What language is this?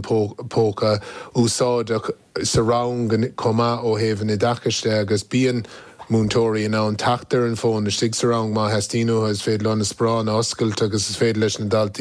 Irish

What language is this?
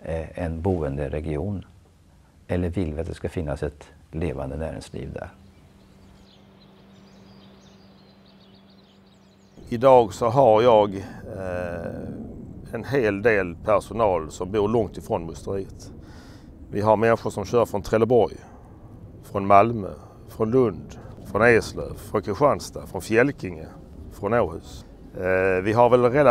Swedish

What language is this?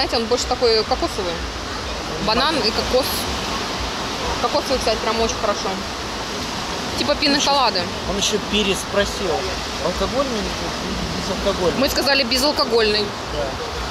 Russian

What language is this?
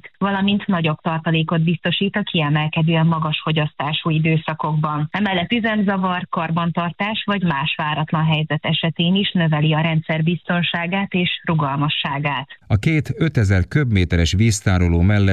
Hungarian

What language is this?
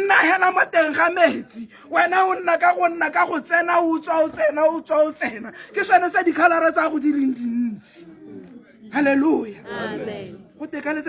Tswana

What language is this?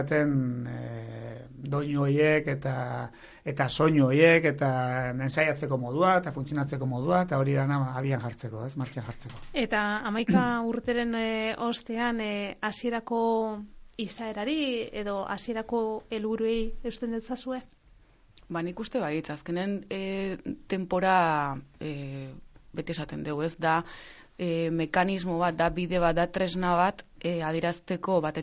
Basque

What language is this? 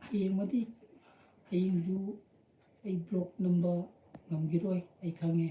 Manipuri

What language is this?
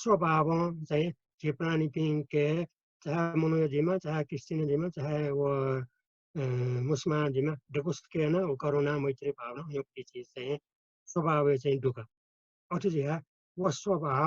Newari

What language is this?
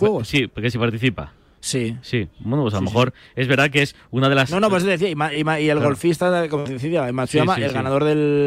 Spanish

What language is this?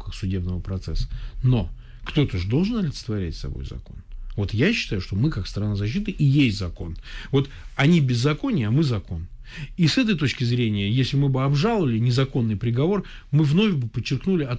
Russian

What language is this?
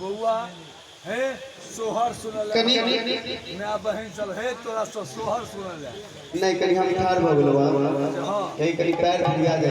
Maithili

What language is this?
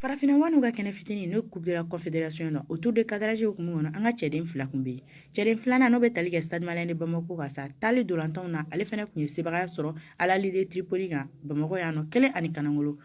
Bambara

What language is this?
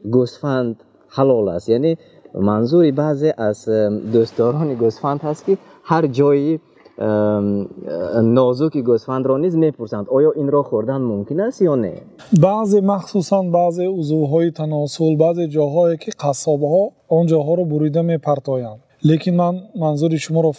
Tajik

